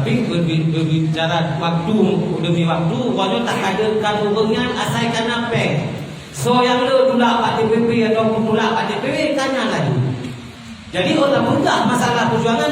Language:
Achinese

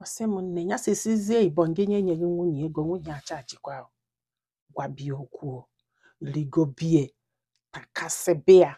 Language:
Igbo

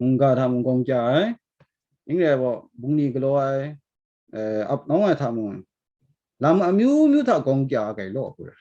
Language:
Kachin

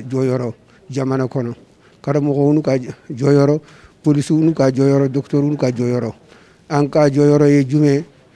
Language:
Bambara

